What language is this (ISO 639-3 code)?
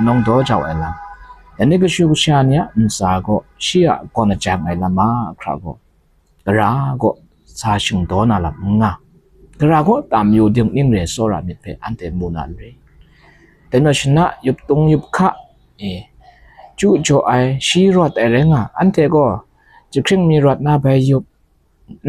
kac